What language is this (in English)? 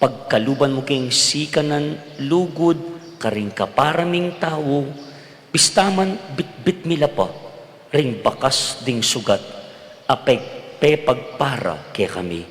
Pampanga